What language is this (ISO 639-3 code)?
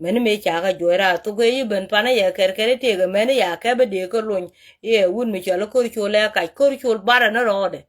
nus